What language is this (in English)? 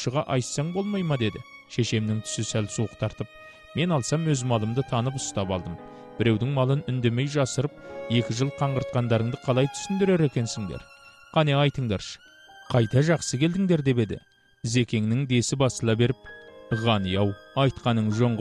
Kazakh